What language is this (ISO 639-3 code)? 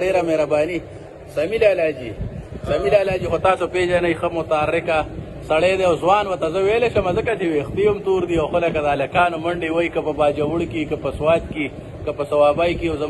pus